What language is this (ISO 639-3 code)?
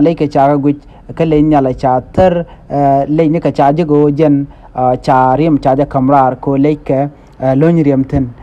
nus